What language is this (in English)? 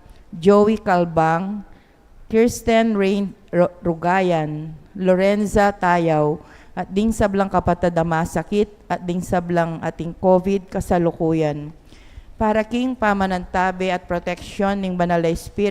Pampanga